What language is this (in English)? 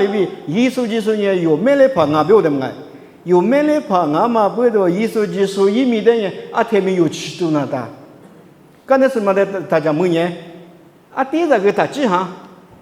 Lisu